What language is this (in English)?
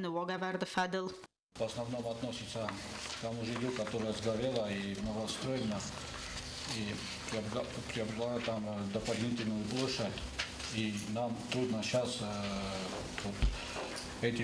Ossetic